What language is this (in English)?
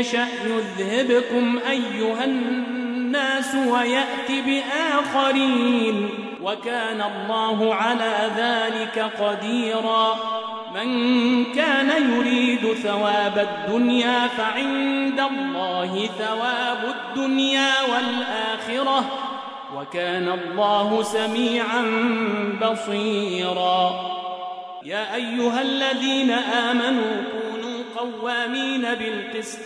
Arabic